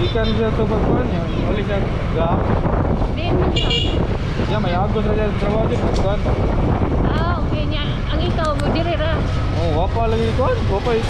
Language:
Cebuano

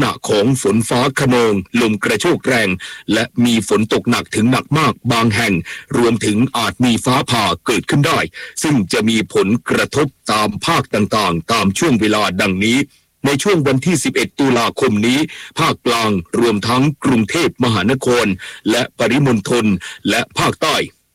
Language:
Thai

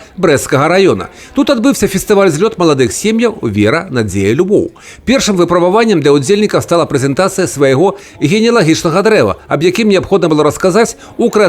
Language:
Belarusian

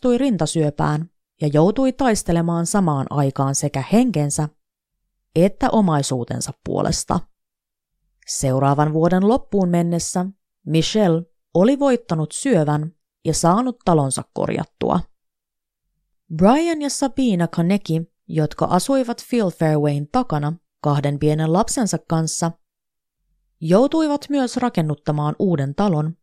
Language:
Finnish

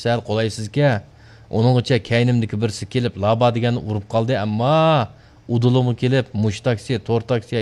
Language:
Uyghur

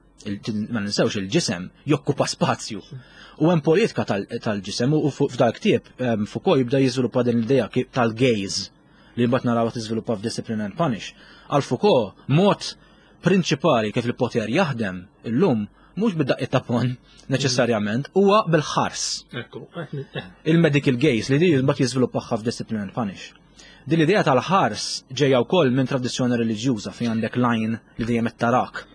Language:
Maltese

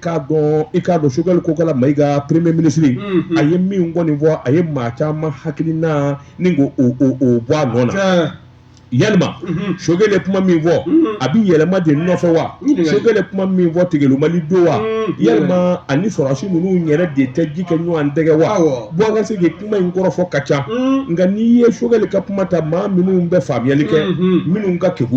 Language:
Bambara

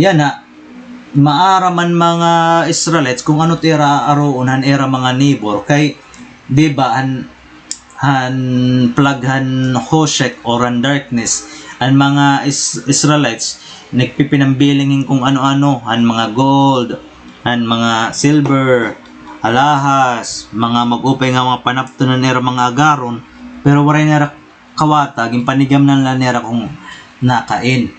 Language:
Waray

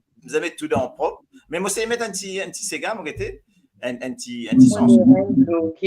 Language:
Morisyen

